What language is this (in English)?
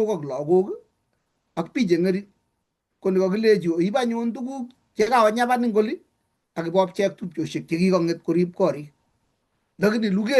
Kalenjin